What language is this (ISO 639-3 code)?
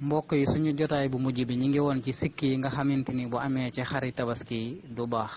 wol